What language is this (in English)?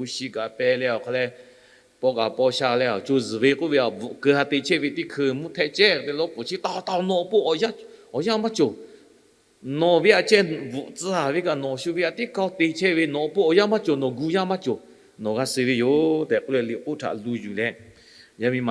Lahu